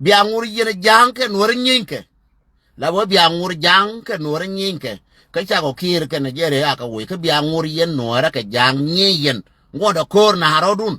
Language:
Nuer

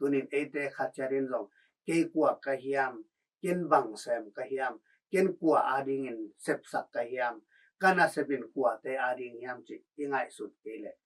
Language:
Tedim Chin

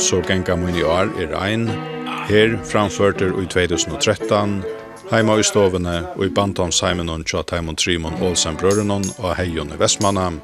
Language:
Faroese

